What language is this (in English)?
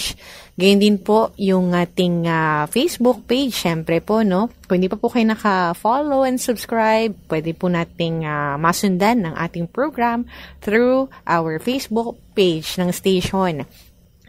Filipino